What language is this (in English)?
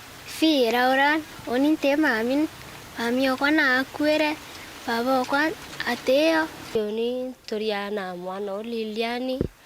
Meru